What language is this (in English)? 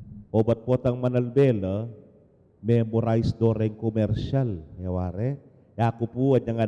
Pampanga